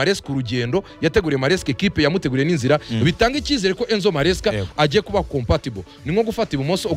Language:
Kinyarwanda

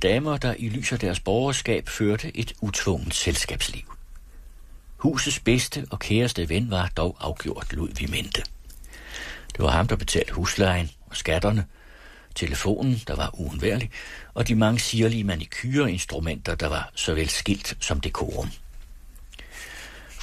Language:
Danish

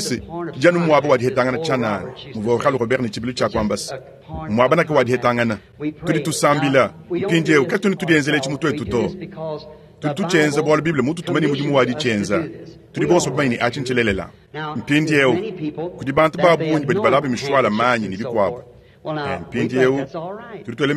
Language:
Luba-Lulua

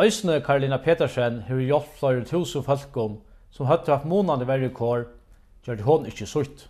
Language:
Faroese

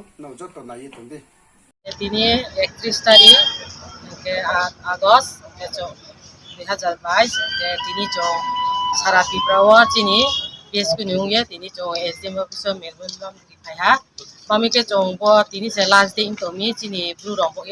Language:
Riang (India)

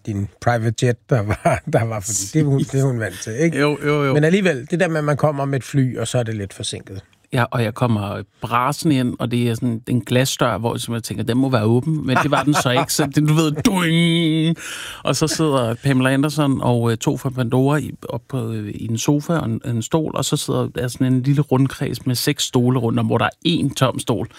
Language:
Danish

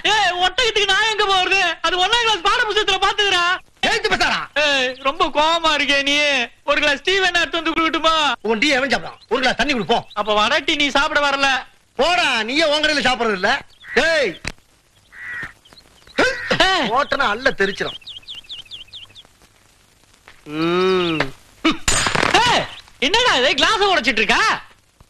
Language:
Tamil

